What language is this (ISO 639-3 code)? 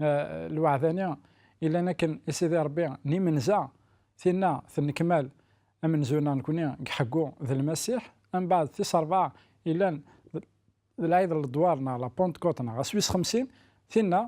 kab